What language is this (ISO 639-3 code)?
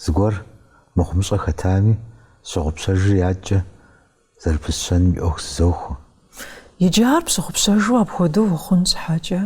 kbd